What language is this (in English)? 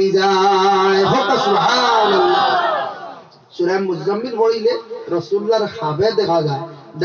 Sylheti